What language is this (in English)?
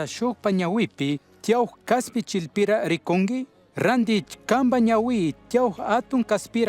Chimborazo Highland Quichua